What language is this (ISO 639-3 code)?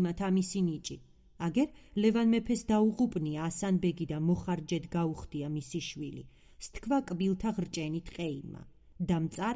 kat